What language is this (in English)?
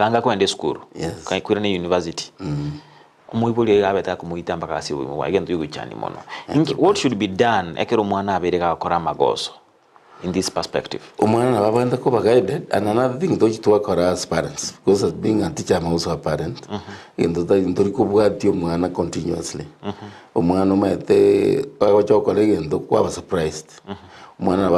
Gusii